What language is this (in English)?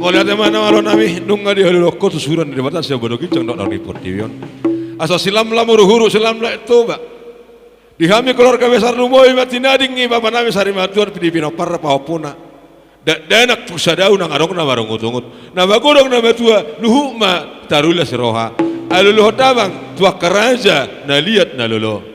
Batak Toba